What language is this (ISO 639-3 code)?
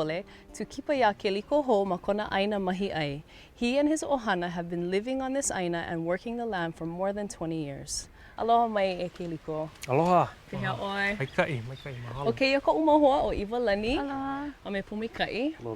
haw